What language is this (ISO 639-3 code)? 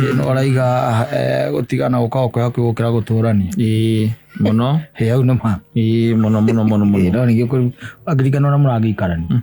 kik